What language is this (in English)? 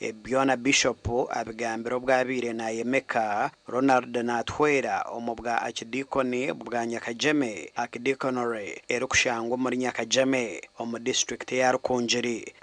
Nyankole